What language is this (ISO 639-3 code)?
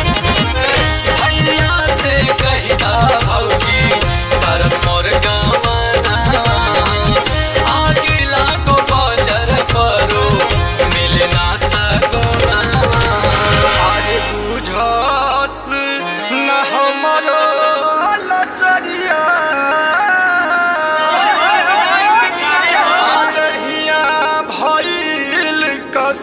bho